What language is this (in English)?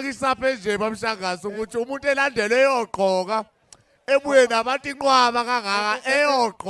Zulu